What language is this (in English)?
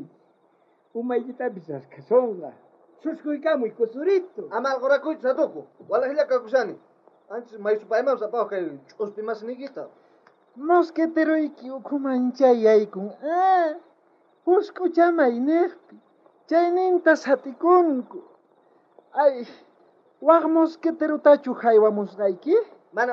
South Bolivian Quechua